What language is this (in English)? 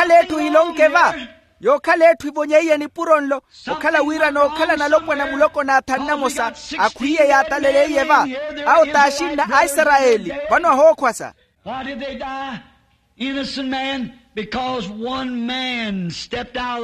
Makhuwa